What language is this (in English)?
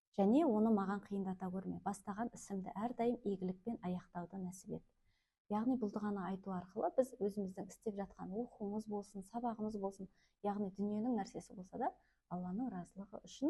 Kazakh